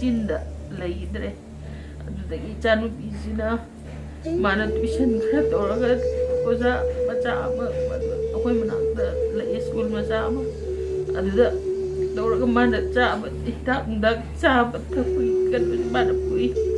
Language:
Manipuri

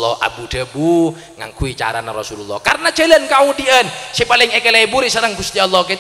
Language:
Madurese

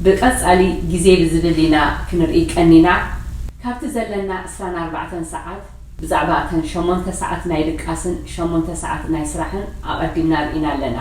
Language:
Tigrinya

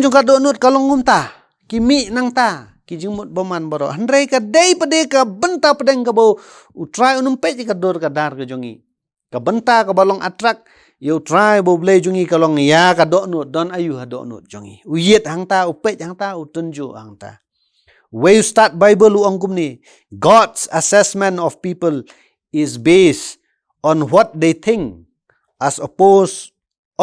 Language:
Khasi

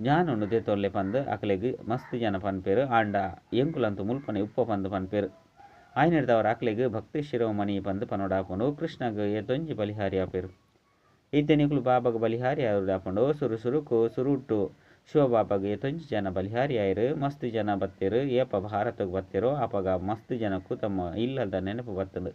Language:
Tulu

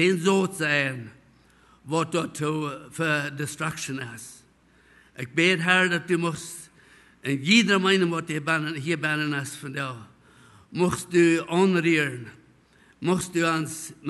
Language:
Plautdietsch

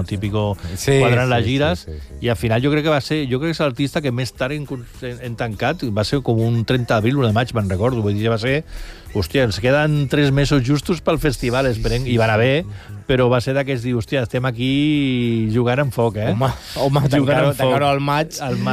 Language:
Catalan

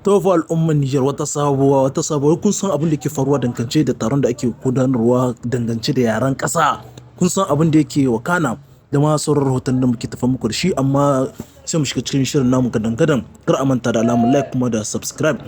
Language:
Hausa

